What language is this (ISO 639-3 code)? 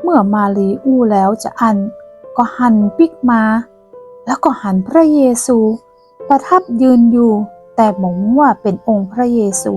nod